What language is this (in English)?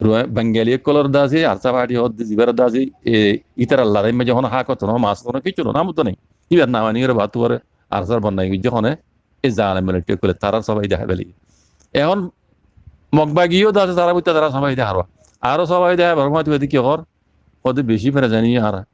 Rohingya